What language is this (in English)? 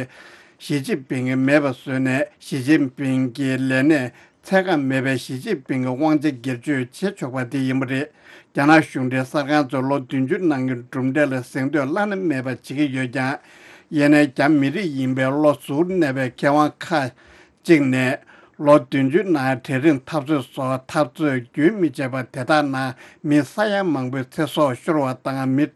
Tibetan